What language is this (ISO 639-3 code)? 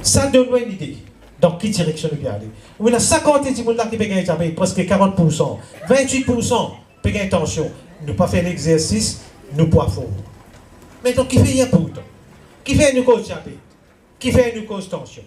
mfe